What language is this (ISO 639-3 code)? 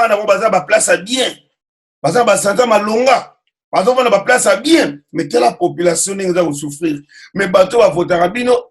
lin